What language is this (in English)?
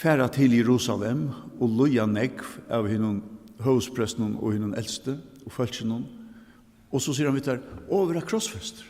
Faroese